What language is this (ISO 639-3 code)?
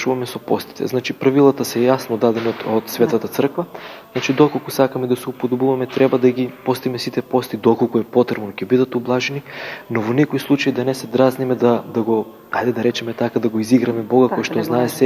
mkd